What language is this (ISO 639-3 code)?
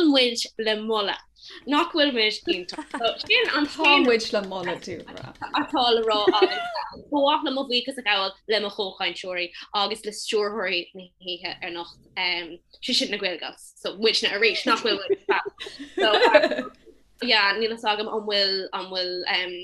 gle